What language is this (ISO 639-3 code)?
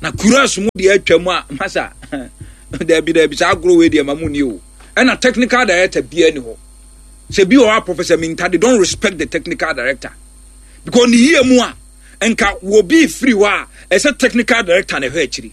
aka